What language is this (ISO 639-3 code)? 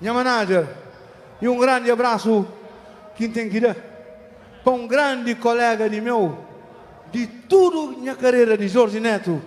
kea